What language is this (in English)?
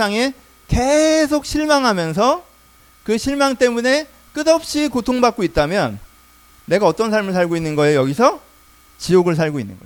Korean